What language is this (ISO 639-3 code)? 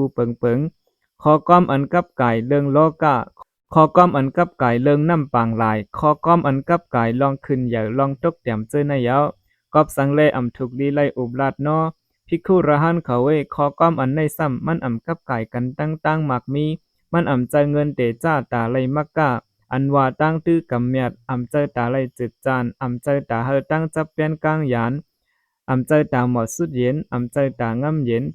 shn